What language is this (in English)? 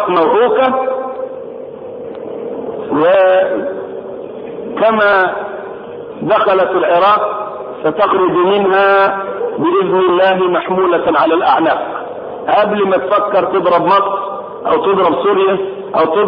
Arabic